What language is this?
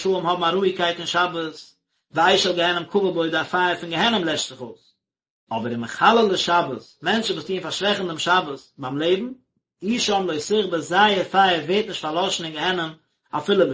Yiddish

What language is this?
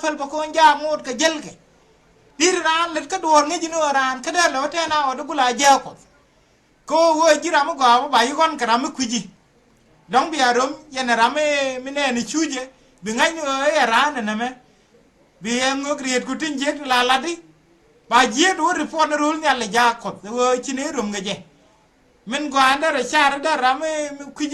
Nuer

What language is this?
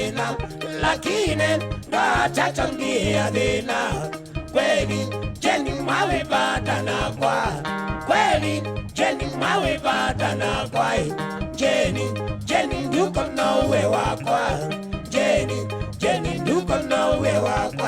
Kamba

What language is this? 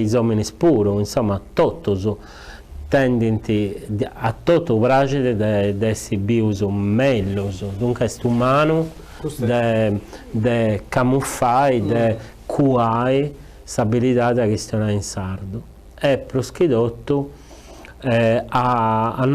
Sardinian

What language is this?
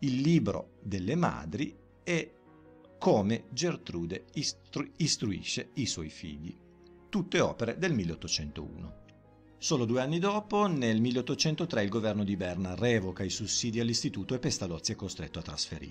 Italian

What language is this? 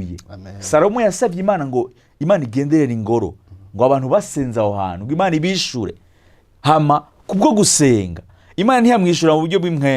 Rundi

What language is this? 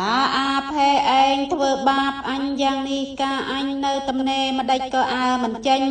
Khmer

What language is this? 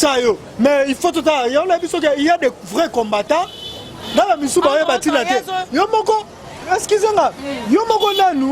Lingala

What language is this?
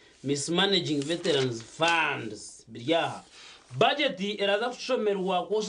Nyankole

